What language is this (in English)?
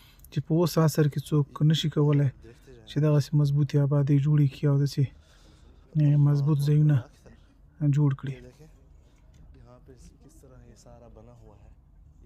Pashto